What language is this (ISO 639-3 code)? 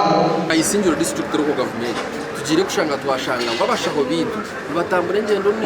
nyn